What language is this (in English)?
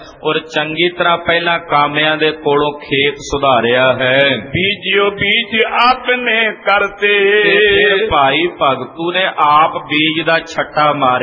Punjabi